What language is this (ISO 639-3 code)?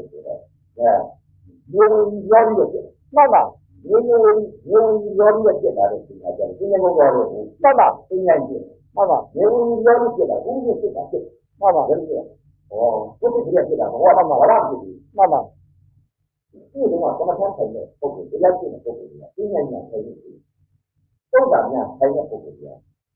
mya